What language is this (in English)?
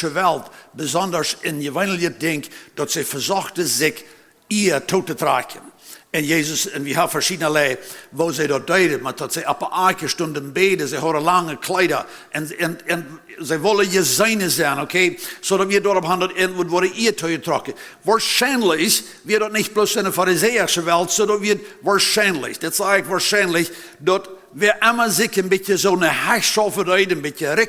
Plautdietsch